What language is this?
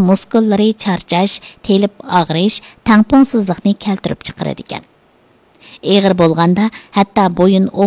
Uyghur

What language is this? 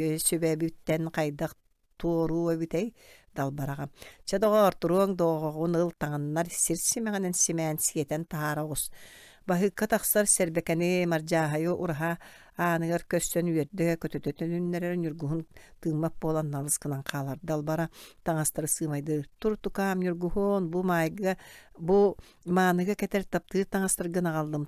Yakut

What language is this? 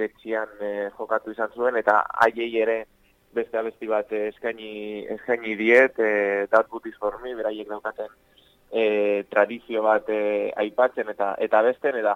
Basque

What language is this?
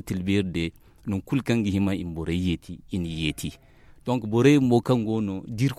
Zarma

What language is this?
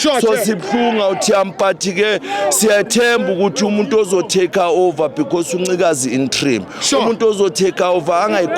Zulu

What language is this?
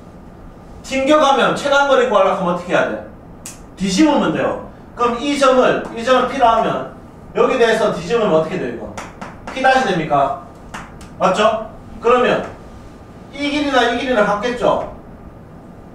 Korean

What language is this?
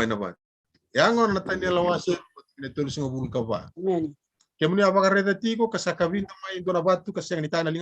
Fijian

